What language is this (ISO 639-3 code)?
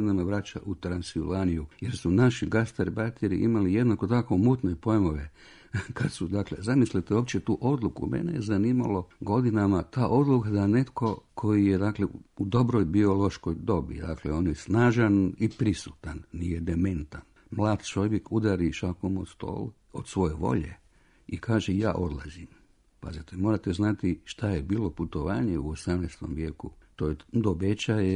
hrv